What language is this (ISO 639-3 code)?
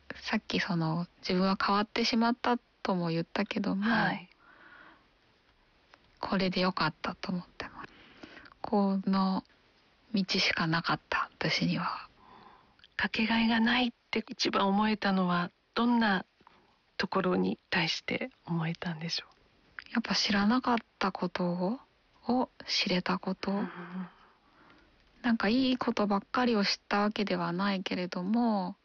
jpn